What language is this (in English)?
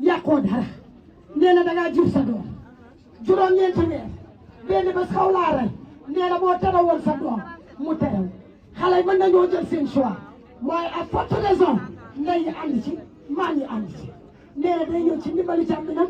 Wolof